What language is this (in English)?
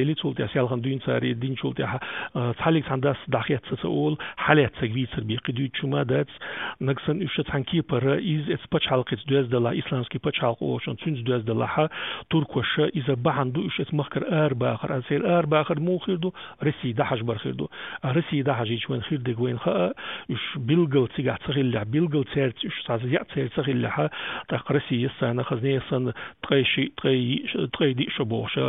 Chechen